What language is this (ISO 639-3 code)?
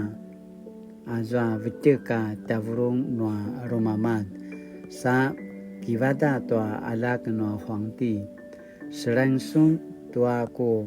pwn